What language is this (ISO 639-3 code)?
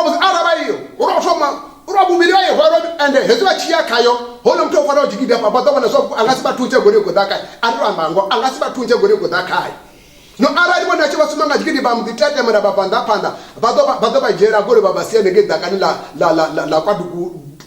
ven